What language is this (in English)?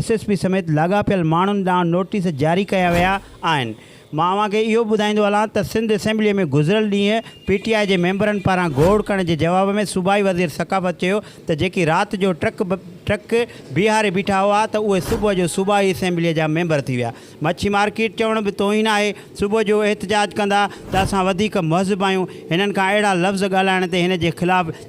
Sindhi